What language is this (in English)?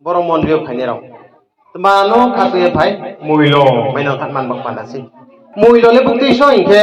Riang (India)